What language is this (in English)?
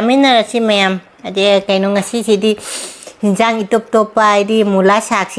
Manipuri